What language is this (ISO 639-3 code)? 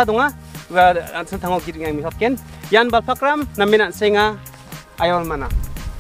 grt